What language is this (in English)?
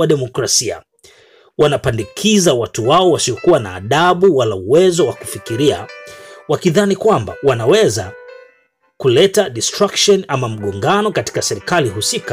Swahili